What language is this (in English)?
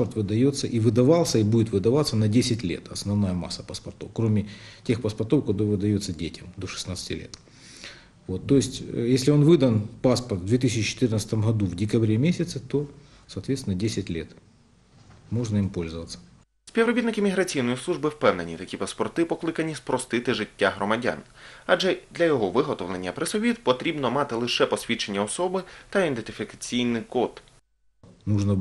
Ukrainian